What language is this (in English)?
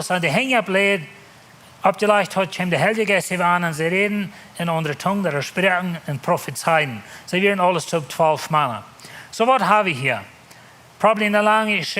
Plautdietsch